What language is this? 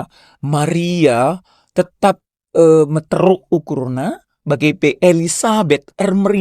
Batak Karo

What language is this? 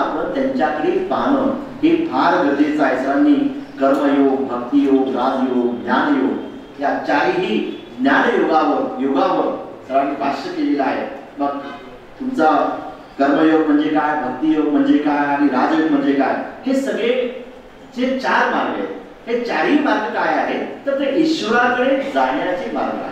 Marathi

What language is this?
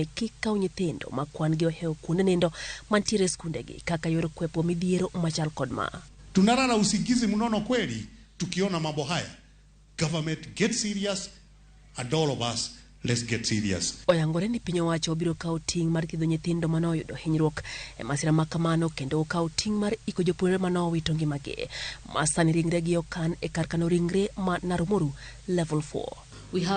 Luo (Kenya and Tanzania)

